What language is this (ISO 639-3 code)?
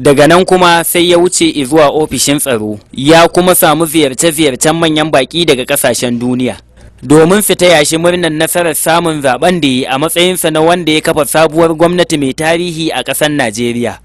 hau